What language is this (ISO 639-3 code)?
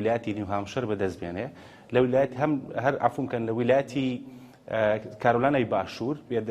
ckb